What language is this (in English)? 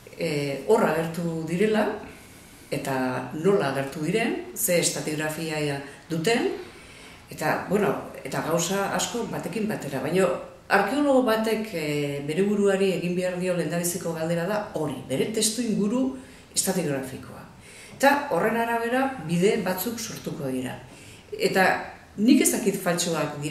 Basque